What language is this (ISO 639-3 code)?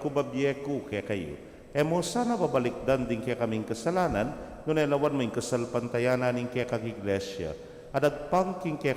pam